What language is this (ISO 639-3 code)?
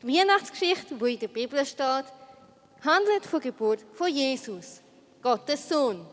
gsw